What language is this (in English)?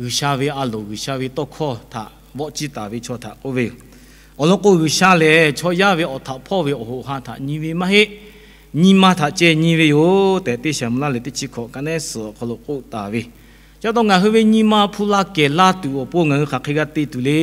Lahu